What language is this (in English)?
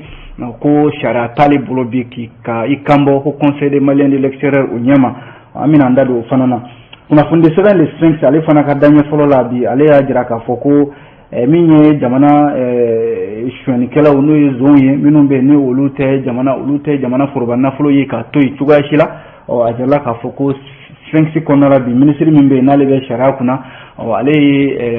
Bambara